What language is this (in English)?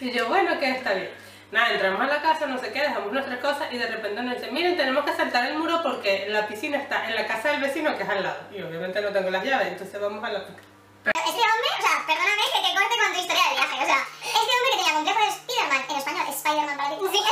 Spanish